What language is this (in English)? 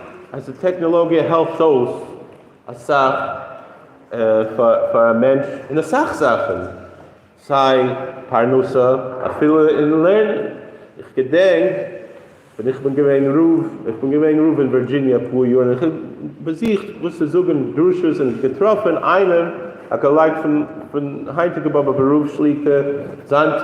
Yiddish